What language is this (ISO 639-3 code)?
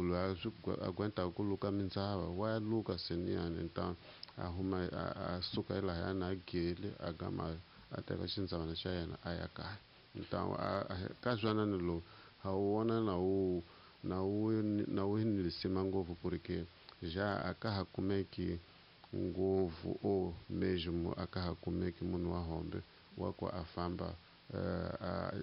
tso